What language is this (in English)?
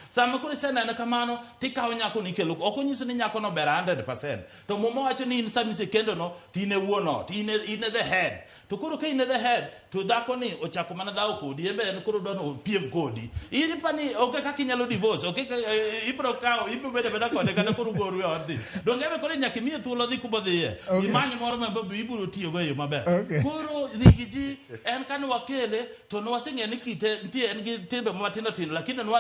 Luo (Kenya and Tanzania)